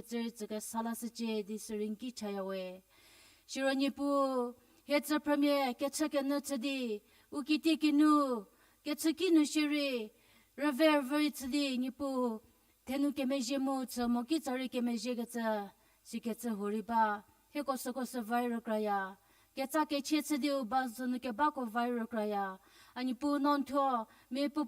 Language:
Angami Naga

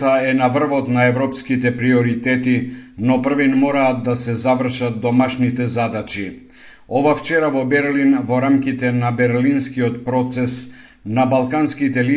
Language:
Macedonian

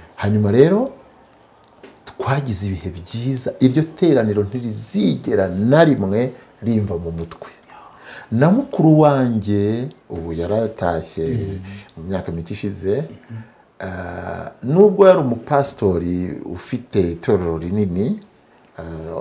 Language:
Kinyarwanda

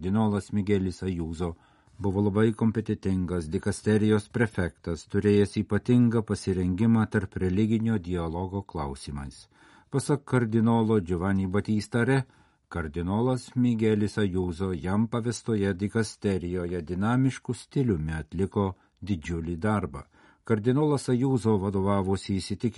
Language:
Lithuanian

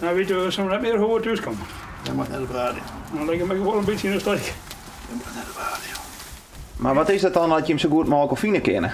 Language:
Western Frisian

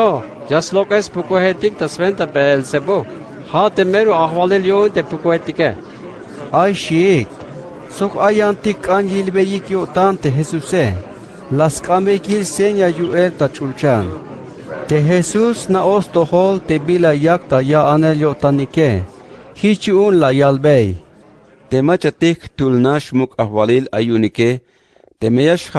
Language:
Tzeltal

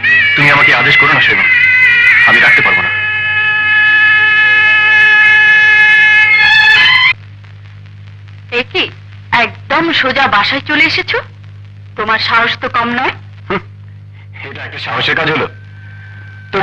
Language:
Bangla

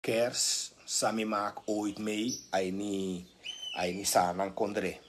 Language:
Sranan Tongo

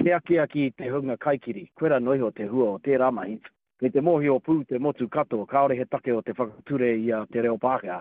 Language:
Māori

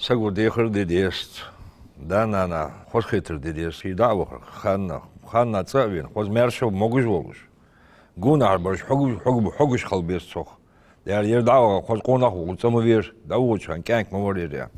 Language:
Ingush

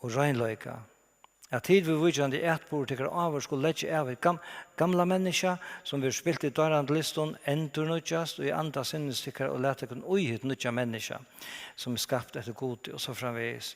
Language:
Faroese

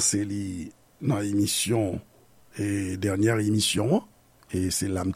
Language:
Haitian Creole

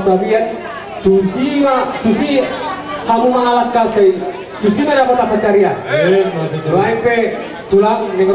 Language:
Batak Toba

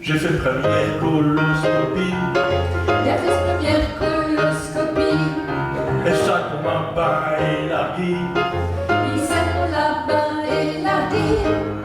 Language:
Picard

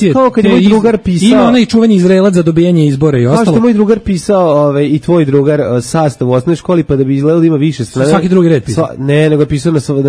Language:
Serbian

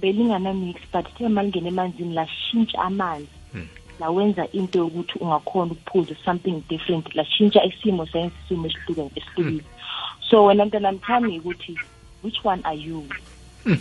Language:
South Ndebele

